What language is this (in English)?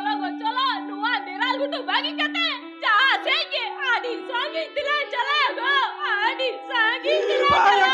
Santali